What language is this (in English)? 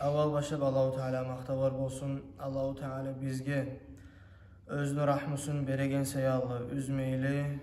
Kumyk